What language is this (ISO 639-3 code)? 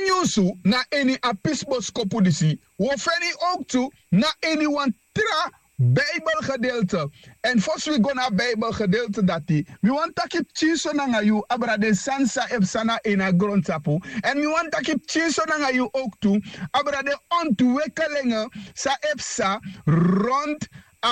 srn